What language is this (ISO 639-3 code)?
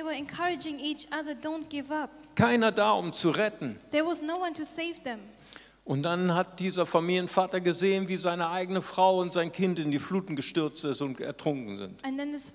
deu